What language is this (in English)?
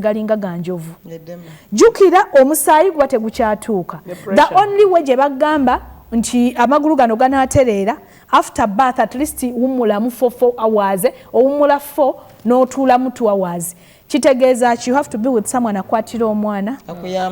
Ganda